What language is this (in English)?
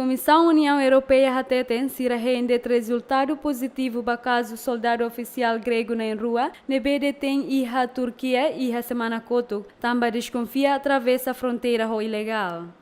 Tetum